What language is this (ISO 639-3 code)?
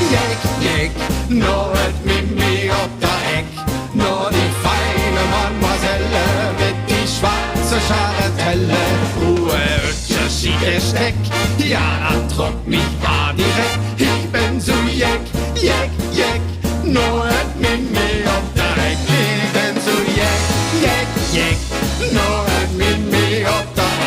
lim